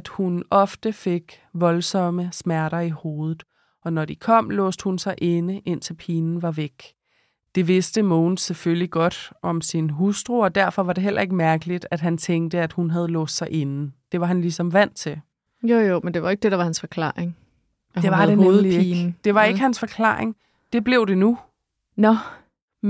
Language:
Danish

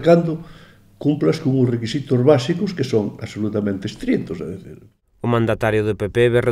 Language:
Galician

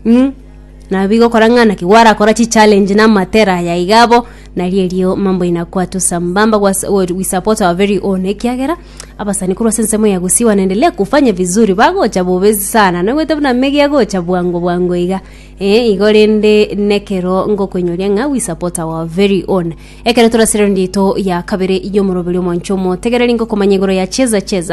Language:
Gusii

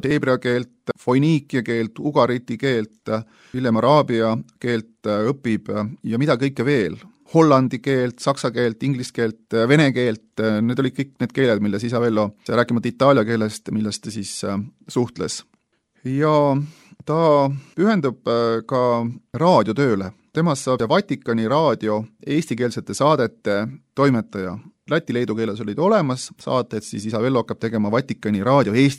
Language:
Estonian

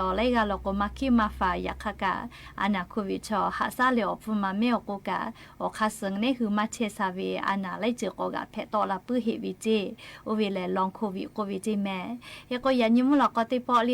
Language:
Lahu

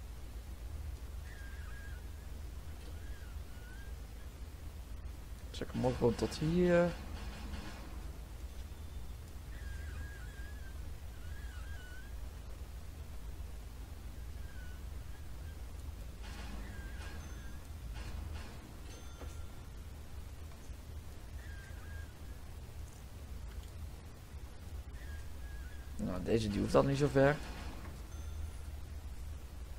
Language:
Dutch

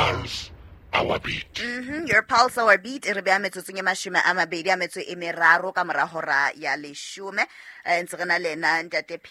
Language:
Southern Sotho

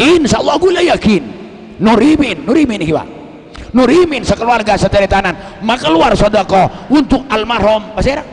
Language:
Madurese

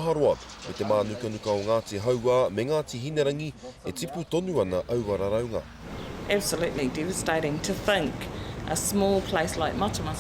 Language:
Māori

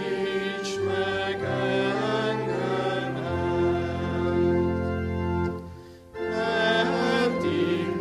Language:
Hungarian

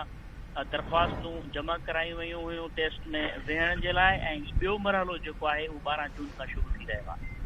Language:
Sindhi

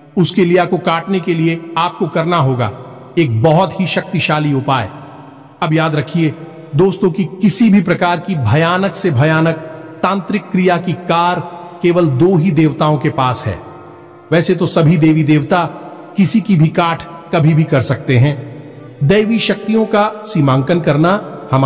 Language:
Hindi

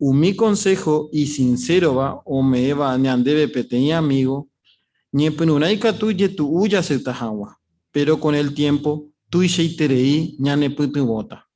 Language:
Guarani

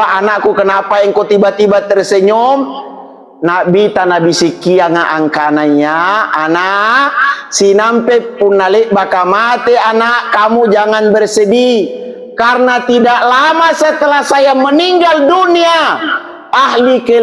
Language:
Makasar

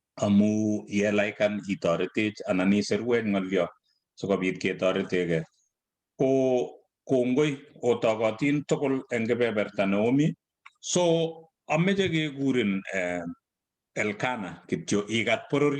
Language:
Kalenjin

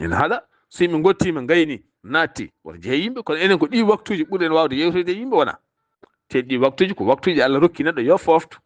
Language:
Fula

